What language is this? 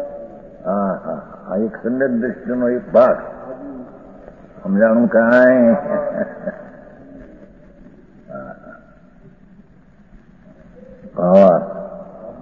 Gujarati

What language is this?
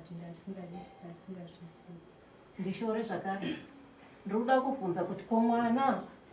Shona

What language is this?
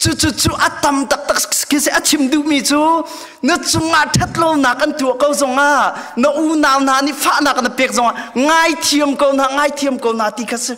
Hakha Chin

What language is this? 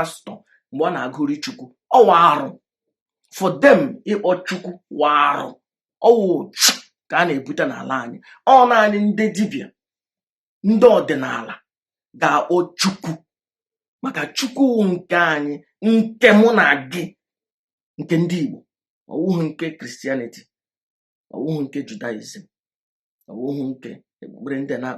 Igbo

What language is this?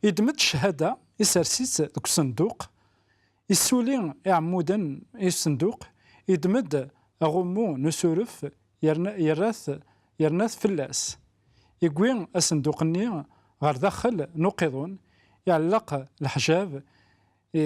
Kabyle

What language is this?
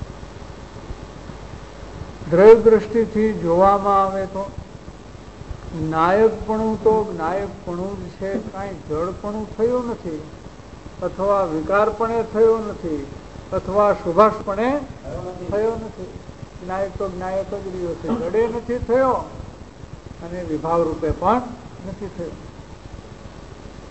Gujarati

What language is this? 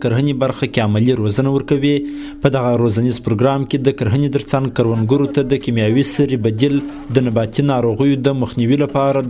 Pashto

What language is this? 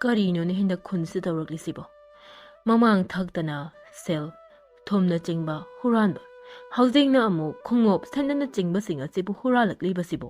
Manipuri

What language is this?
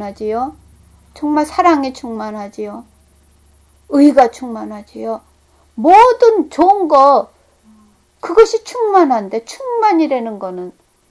Korean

